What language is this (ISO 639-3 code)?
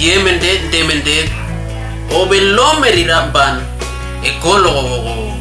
dnw